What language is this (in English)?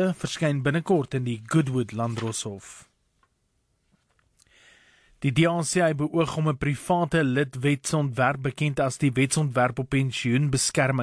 Afrikaans